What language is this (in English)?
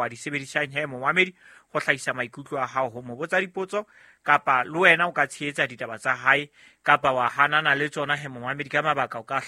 Southern Sotho